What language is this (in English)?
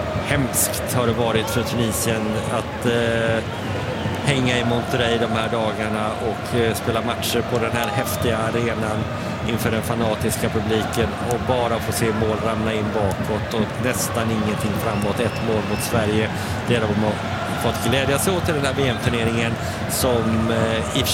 Swedish